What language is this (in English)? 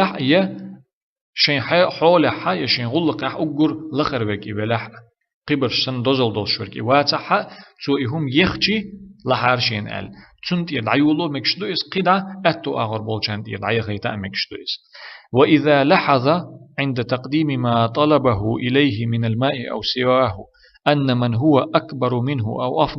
Chechen